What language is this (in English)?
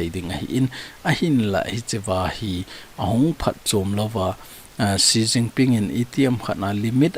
Thado Chin